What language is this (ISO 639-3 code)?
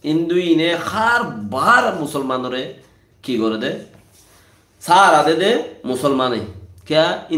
rhg